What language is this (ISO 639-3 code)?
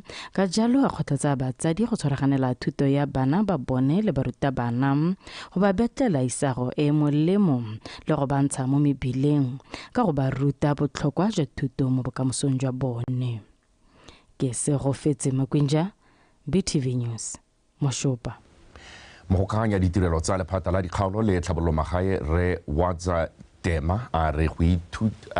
tsn